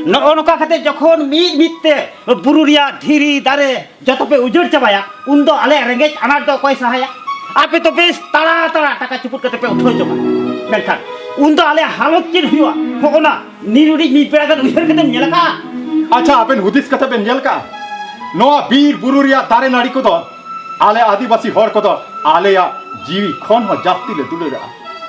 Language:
Santali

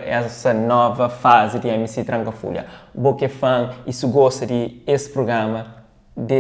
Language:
Kabuverdianu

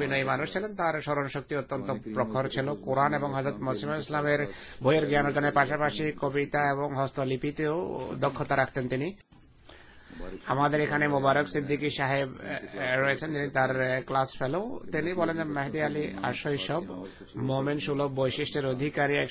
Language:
Bangla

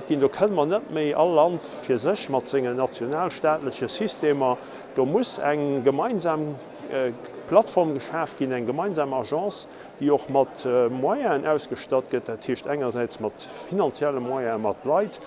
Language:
Luxembourgish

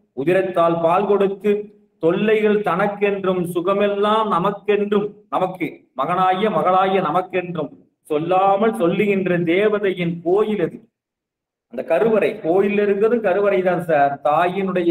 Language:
Tamil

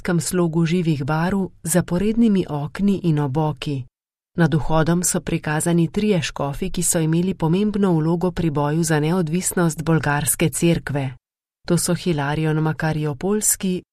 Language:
Slovenian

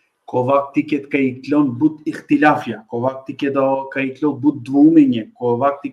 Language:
Balkan Romani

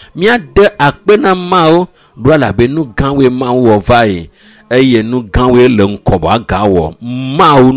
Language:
Ewe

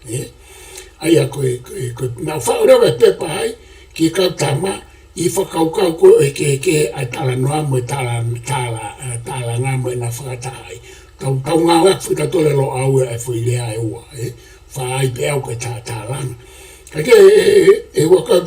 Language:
Tongan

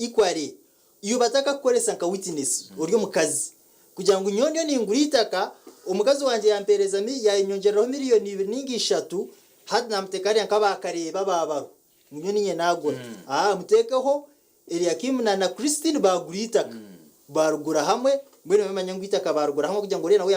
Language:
Nyankole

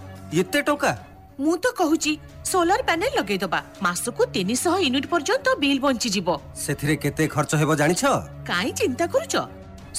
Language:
Odia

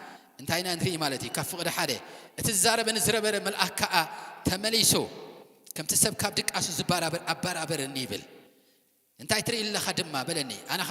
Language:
Tigrinya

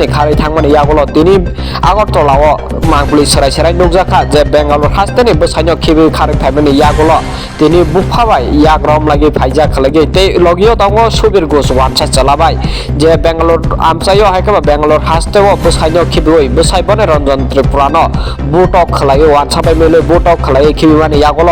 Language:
Kok Borok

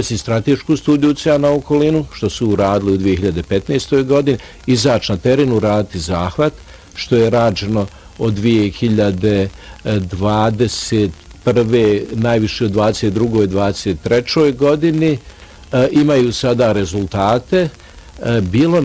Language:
Bosnian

